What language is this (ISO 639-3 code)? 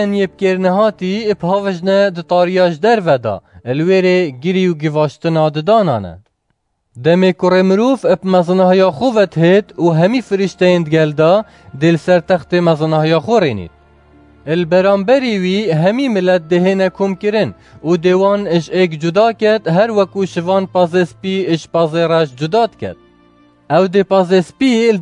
kur